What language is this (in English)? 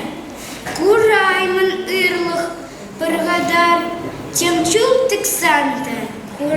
Chuvash